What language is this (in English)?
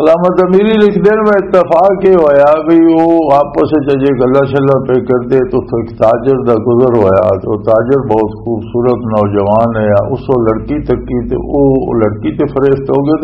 Western Panjabi